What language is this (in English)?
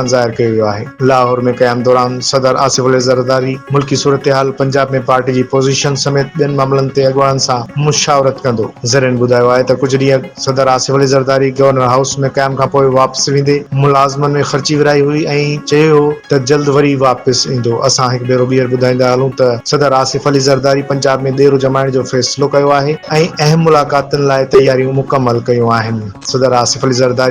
Sindhi